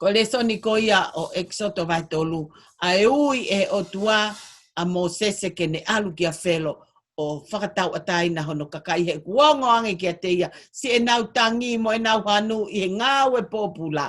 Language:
Tongan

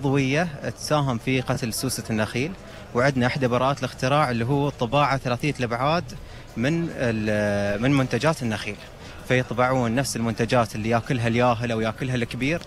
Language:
Gulf Arabic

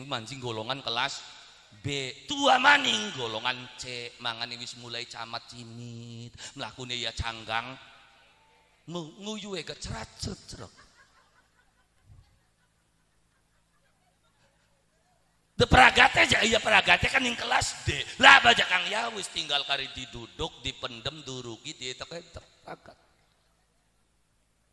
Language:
Javanese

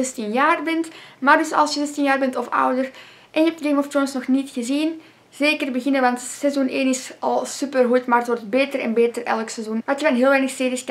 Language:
Dutch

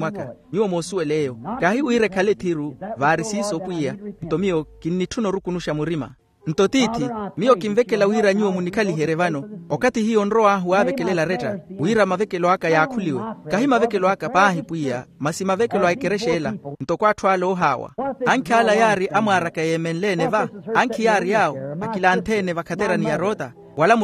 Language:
Makhuwa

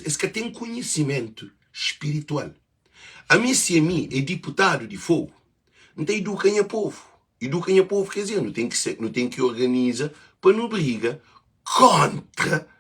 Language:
Kabuverdianu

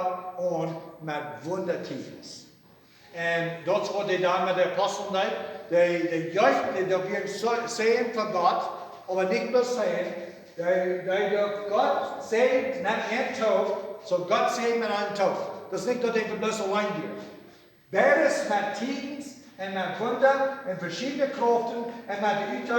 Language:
Plautdietsch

